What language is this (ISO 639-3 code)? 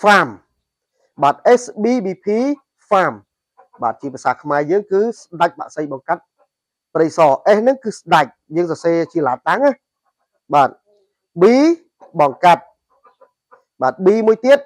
khm